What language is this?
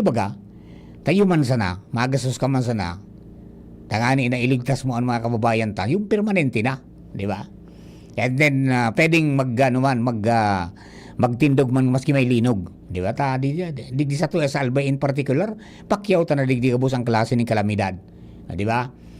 Bikol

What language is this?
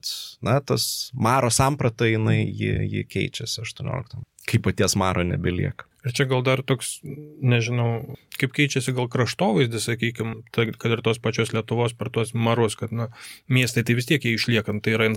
Lithuanian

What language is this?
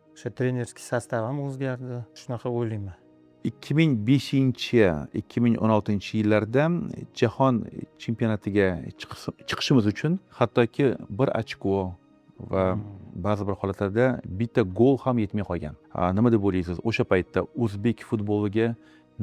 Uzbek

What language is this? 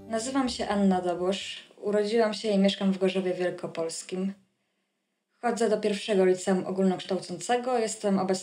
Polish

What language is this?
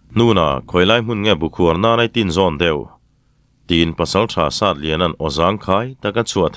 Mizo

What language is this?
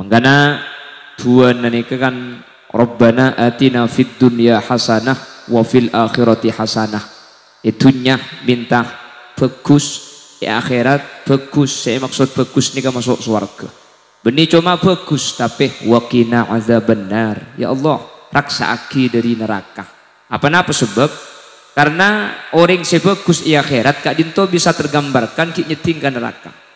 Madurese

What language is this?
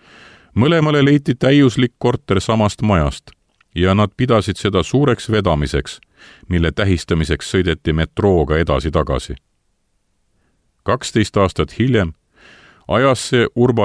Estonian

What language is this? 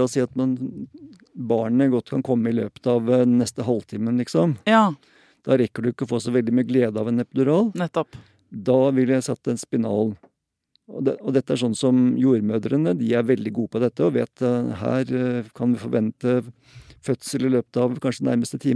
Norwegian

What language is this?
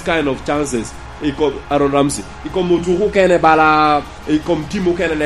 Lango (Uganda)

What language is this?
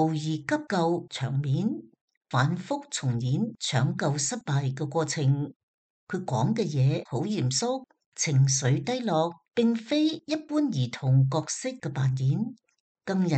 Cantonese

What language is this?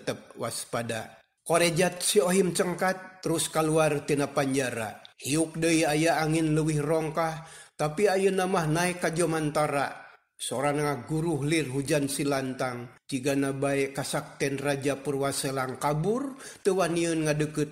Sundanese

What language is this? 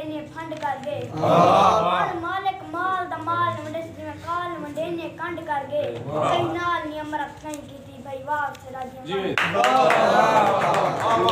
Saraiki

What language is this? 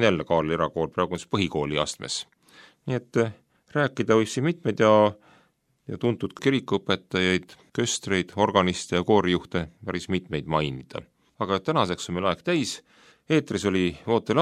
Estonian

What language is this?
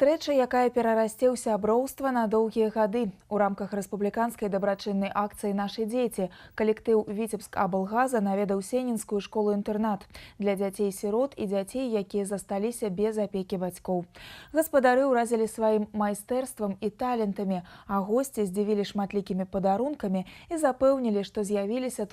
Belarusian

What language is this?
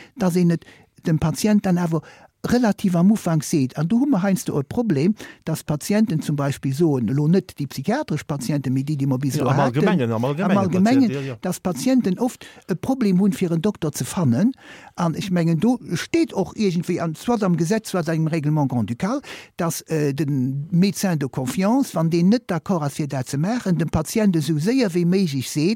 Luxembourgish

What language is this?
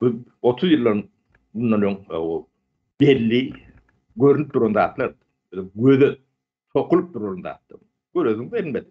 Turkmen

